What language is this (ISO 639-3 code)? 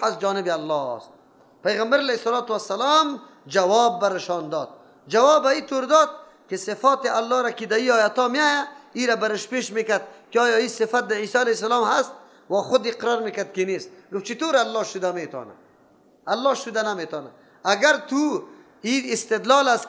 fas